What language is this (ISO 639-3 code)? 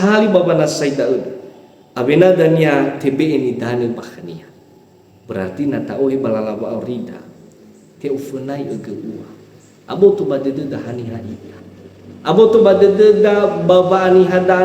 nia